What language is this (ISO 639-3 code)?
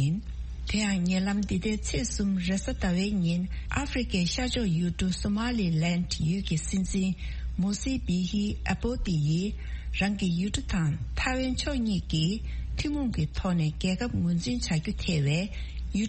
bod